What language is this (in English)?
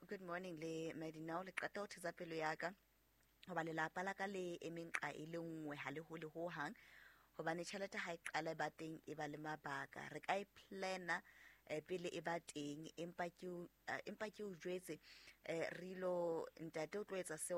Southern Sotho